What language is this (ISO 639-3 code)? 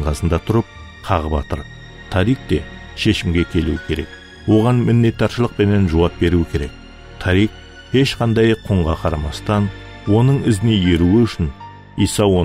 kaa